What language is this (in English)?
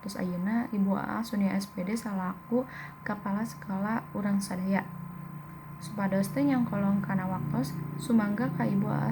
Sundanese